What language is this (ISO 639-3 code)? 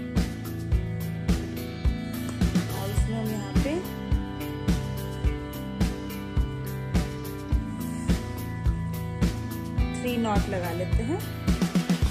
hin